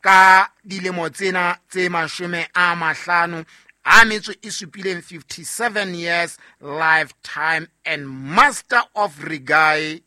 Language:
Southern Sotho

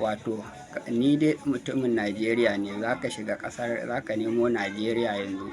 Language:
Hausa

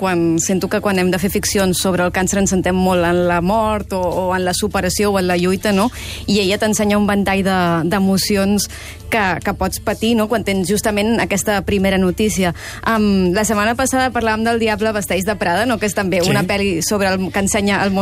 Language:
Catalan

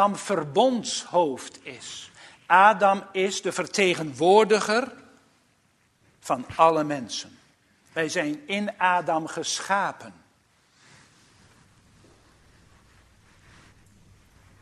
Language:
Dutch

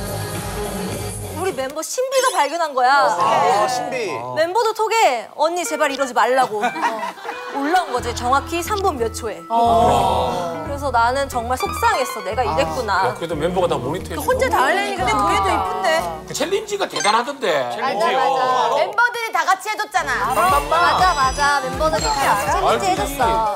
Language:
Korean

